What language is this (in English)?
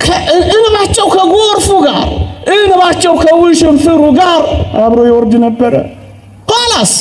Amharic